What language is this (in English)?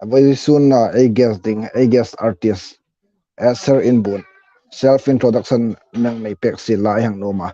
Hmar